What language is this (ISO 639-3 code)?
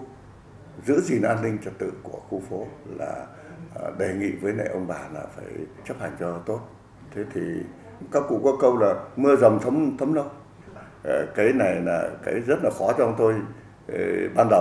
vie